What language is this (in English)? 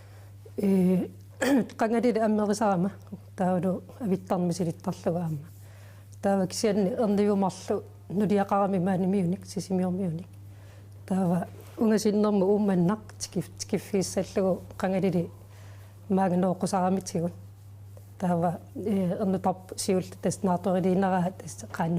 Kalaallisut